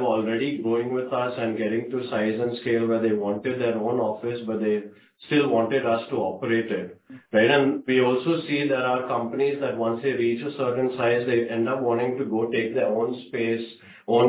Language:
English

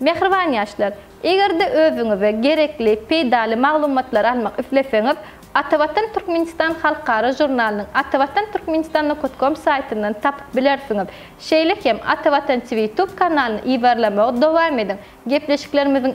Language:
Turkmen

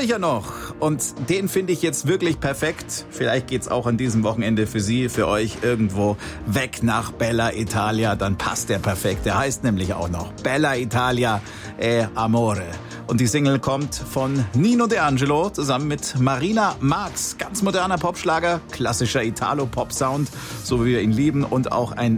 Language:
German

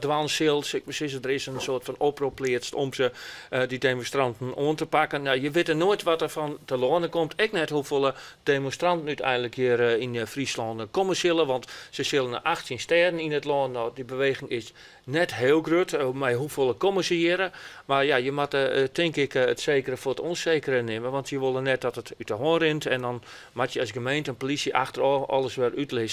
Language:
Western Frisian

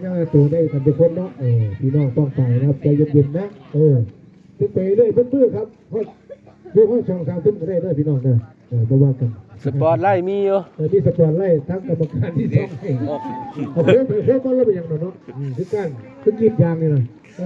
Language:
Northeastern Thai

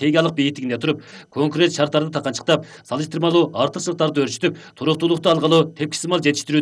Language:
Kyrgyz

